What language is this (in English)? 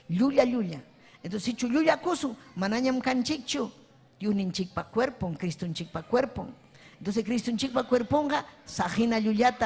Ayacucho Quechua